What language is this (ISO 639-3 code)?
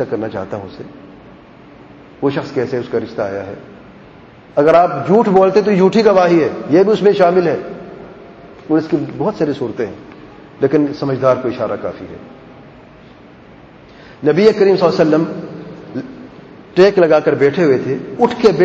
urd